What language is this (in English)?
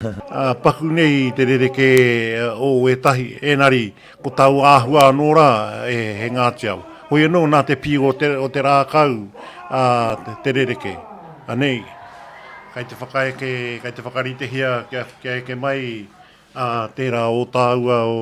Māori